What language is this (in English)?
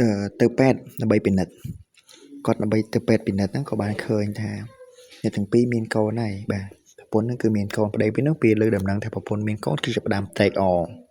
Khmer